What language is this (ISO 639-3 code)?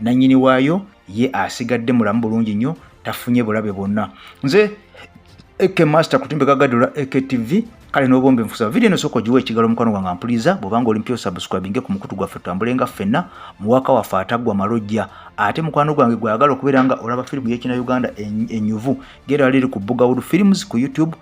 lug